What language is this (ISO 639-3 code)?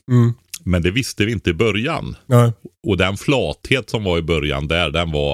swe